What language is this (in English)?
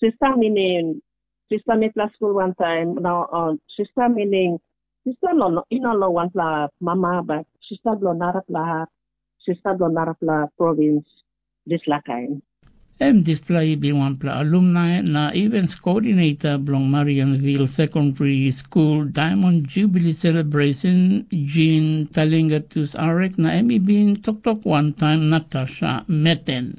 Tok Pisin